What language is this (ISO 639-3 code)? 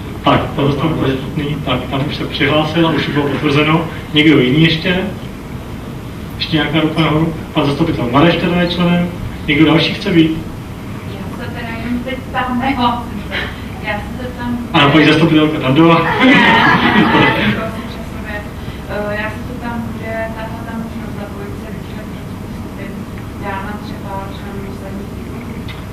ces